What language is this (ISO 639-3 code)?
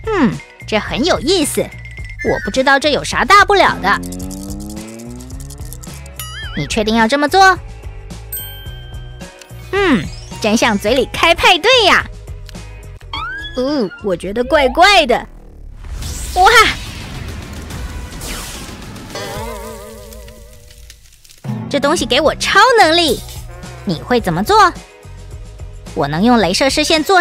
zho